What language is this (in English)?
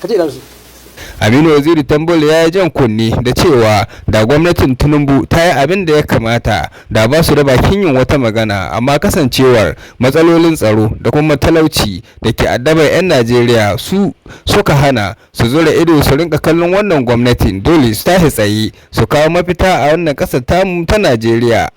Hausa